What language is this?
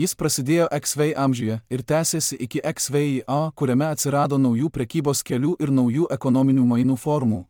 Lithuanian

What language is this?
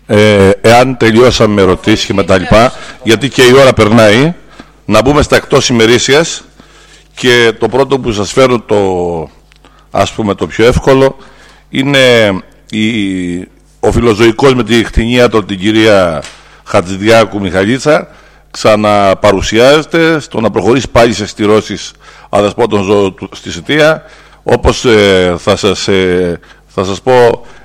Greek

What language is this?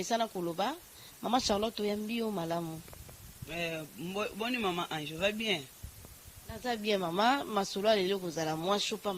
Lingala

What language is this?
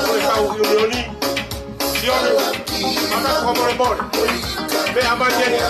Tongan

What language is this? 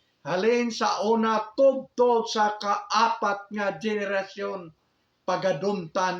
Hiligaynon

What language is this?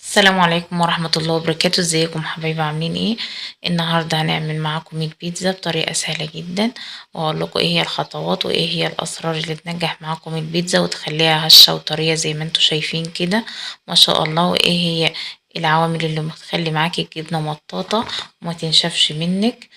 Egyptian Arabic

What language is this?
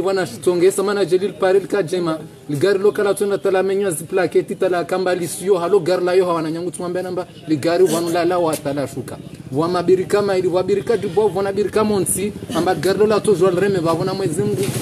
Ngazidja Comorian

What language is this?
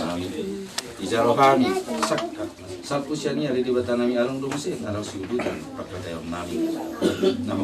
Batak Toba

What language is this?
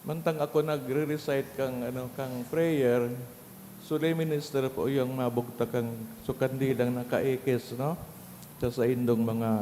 Bikol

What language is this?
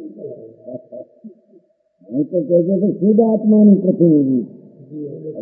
Gujarati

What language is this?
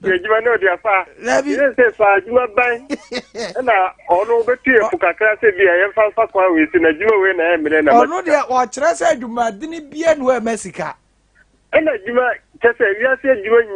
Akan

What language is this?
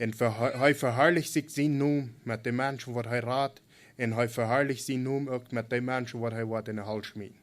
Plautdietsch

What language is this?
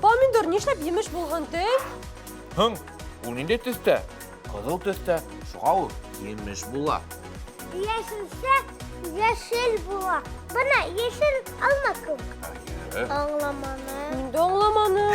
Bashkir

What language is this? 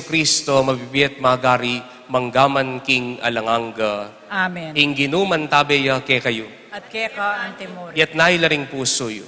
Pampanga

